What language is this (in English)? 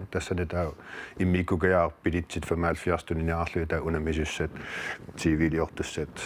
Kalaallisut